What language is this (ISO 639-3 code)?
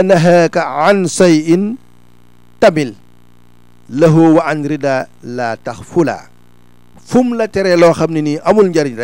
wol